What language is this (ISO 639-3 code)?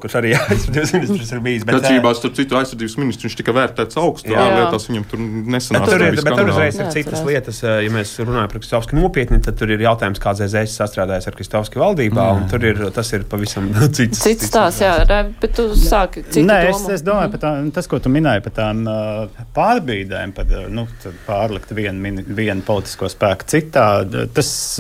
lav